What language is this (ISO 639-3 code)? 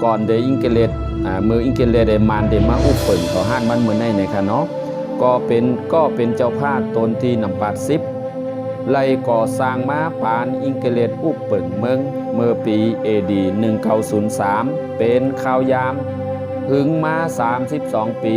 shn